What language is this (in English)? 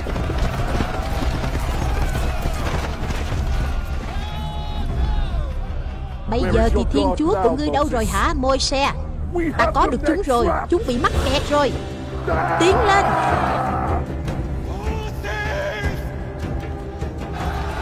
Vietnamese